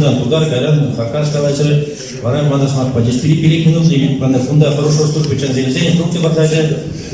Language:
Chuvash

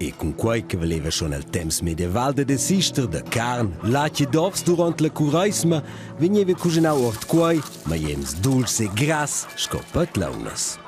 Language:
Romansh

